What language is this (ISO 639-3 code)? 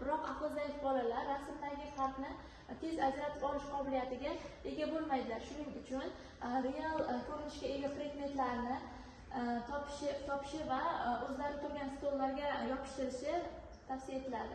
uzb